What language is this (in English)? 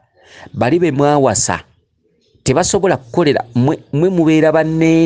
Ganda